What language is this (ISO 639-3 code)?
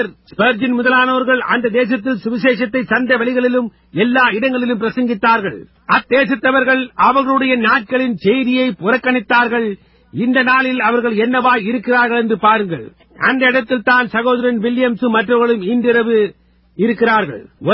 tam